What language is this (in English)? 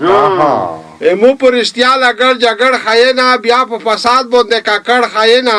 Pashto